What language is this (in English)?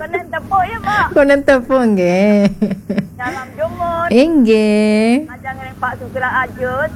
Balinese